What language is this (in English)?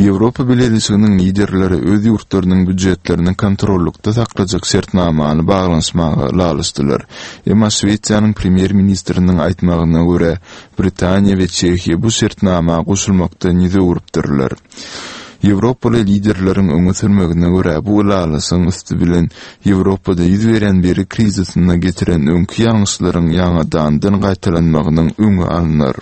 Turkmen